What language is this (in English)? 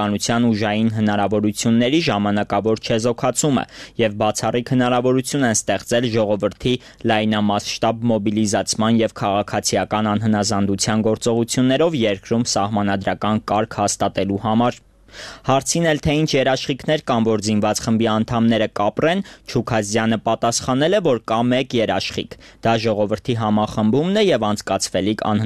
Armenian